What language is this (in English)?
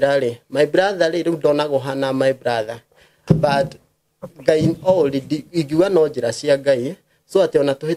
Kikuyu